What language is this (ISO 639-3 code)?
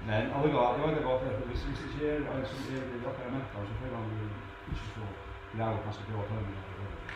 fao